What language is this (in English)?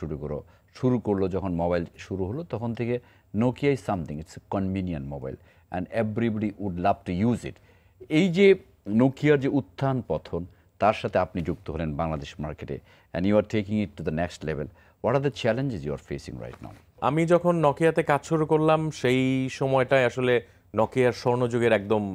Bangla